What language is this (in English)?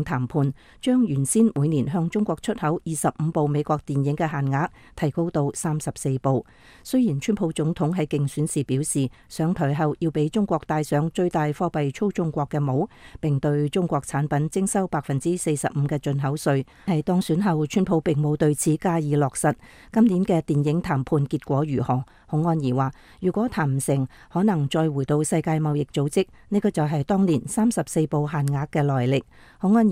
Cantonese